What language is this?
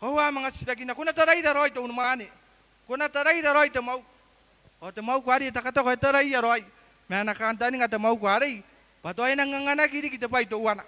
Gilbertese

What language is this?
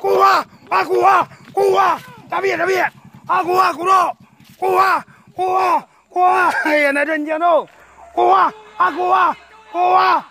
Minangkabau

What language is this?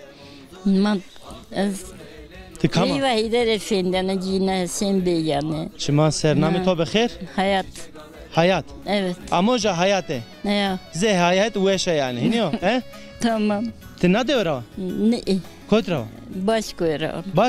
Zaza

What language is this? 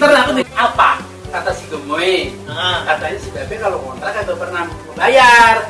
Betawi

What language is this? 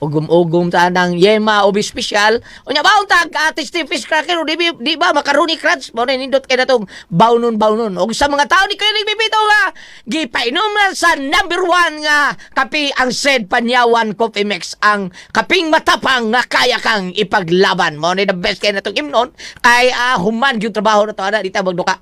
Cebuano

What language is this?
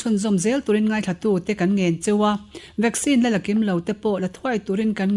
Mizo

